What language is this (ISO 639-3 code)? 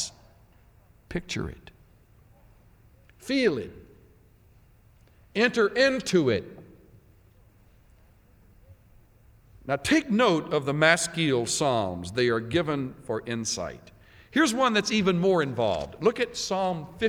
eng